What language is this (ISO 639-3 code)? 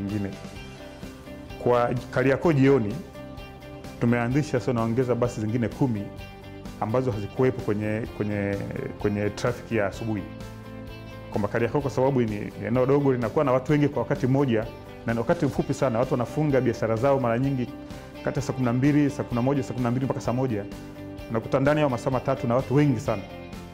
swa